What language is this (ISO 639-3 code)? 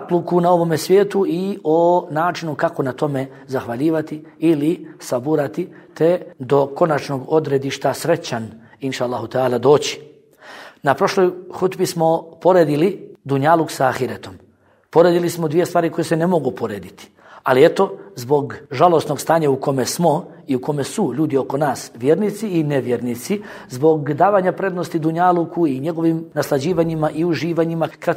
bos